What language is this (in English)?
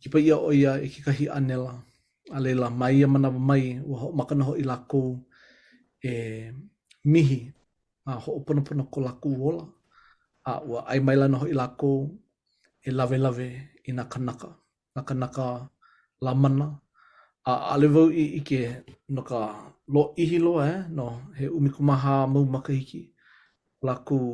Hawaiian